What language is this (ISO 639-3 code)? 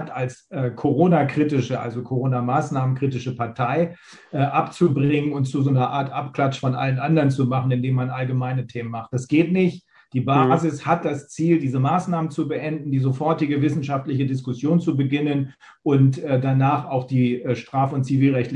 deu